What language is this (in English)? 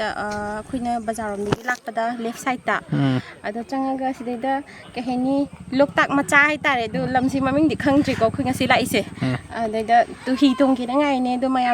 Manipuri